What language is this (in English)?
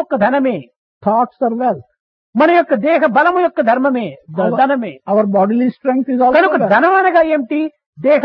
Telugu